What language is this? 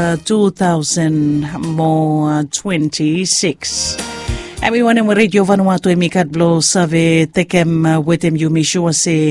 Bislama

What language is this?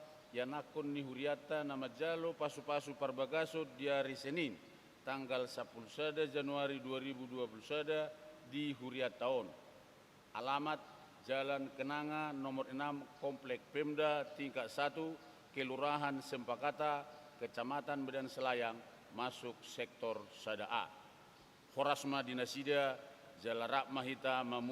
Batak Toba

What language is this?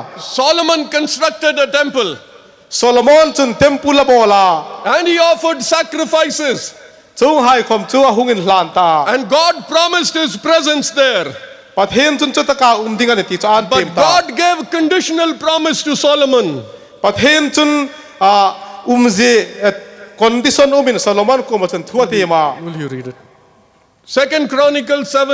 Hmar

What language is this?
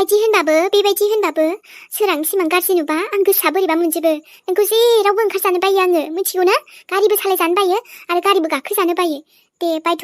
Bodo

